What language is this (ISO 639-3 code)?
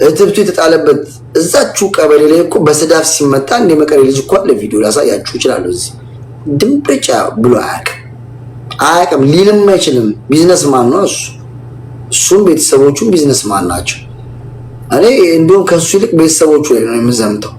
amh